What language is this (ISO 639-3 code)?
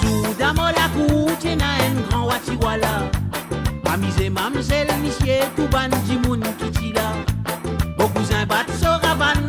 mfe